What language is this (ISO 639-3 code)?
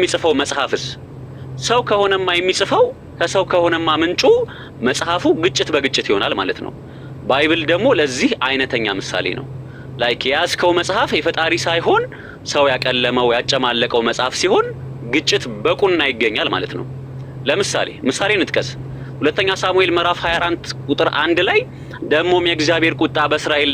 amh